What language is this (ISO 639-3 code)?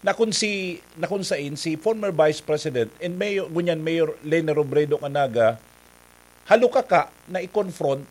bik